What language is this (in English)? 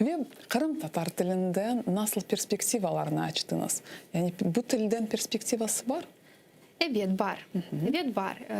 Crimean Tatar